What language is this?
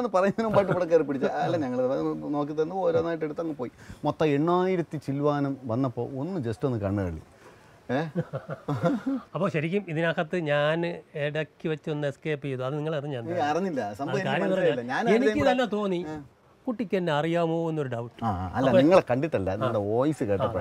Malayalam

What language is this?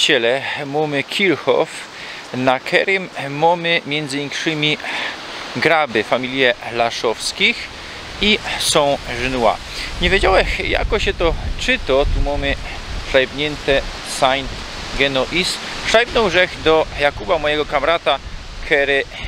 Silesian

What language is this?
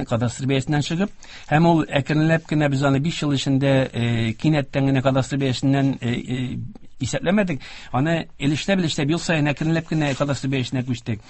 Tatar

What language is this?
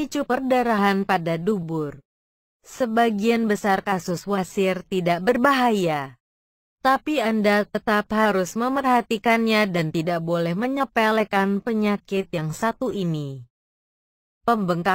Indonesian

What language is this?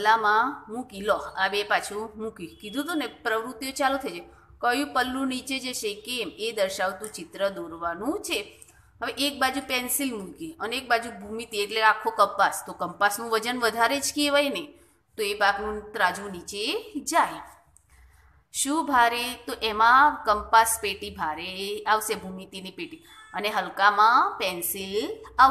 Gujarati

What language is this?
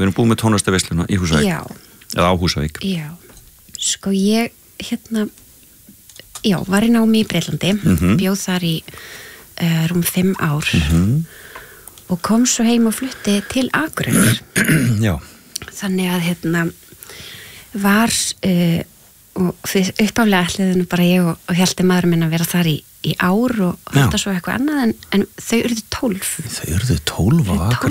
Icelandic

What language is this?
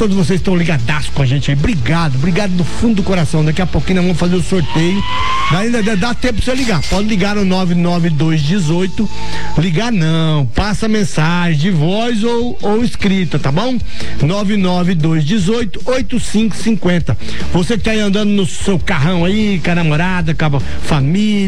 Portuguese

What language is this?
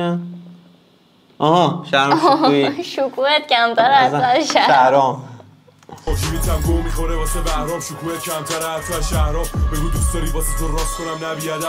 Persian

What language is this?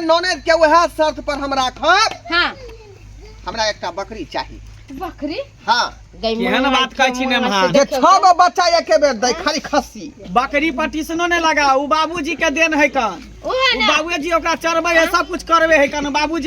Maithili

